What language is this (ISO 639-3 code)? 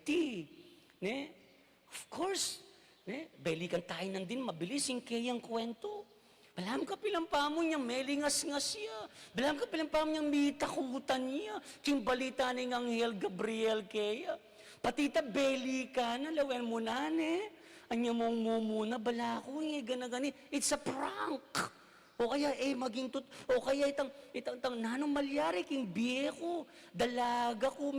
pam